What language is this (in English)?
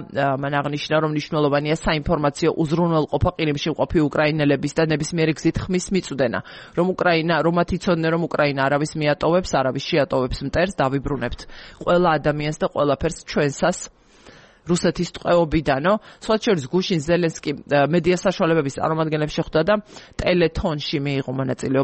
Georgian